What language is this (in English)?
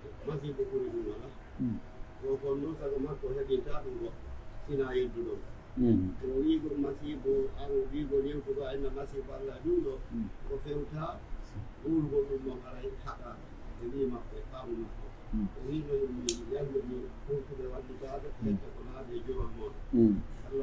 Pular